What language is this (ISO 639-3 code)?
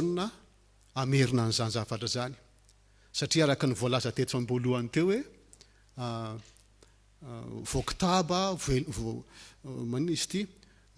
mlg